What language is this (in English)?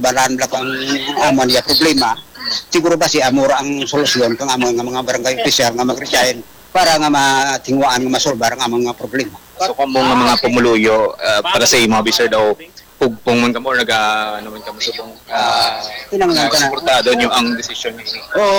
Hiligaynon